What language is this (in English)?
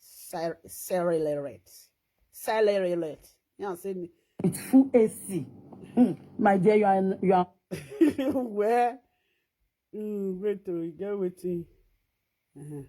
Nigerian Pidgin